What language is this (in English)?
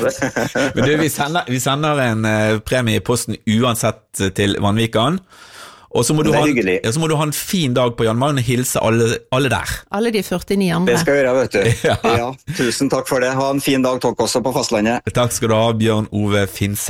Norwegian